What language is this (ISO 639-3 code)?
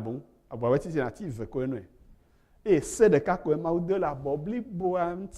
ewe